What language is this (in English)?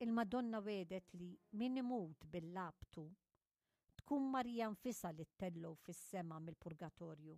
Maltese